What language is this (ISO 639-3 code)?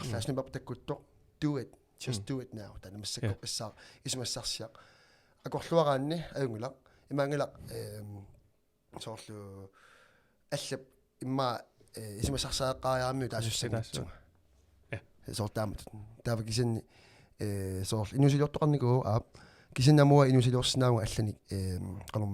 kal